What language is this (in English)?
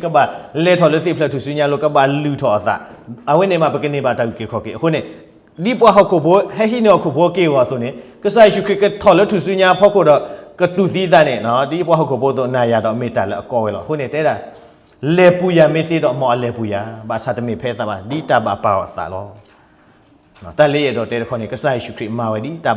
S'gaw Karen